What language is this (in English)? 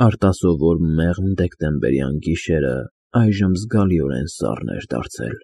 Armenian